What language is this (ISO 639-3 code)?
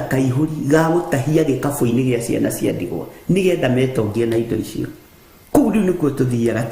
kik